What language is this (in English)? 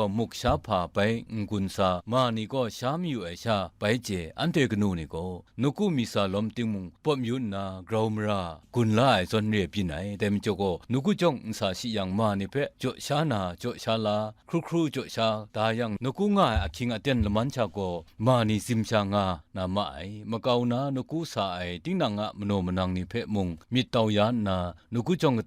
Kachin